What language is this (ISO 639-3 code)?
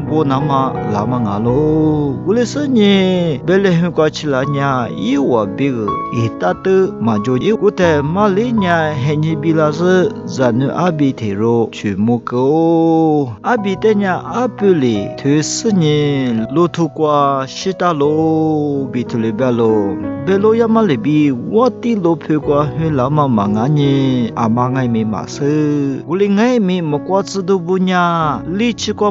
lis